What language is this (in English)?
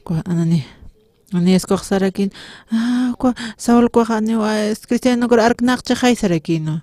Aymara